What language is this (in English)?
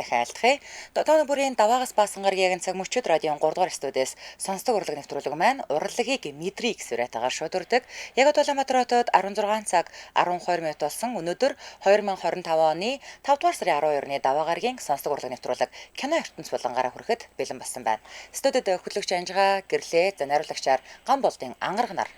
Mongolian